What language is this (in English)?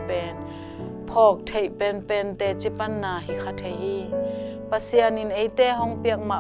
Tedim Chin